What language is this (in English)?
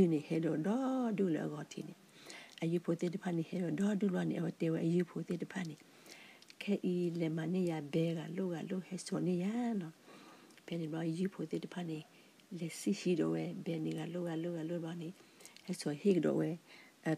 S'gaw Karen